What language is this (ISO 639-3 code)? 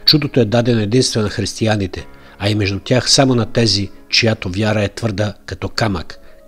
bul